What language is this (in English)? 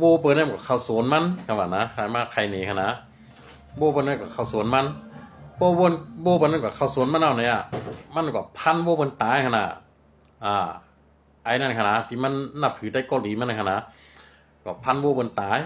Shan